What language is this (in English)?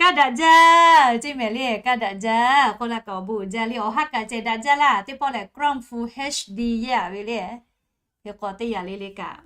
Lahu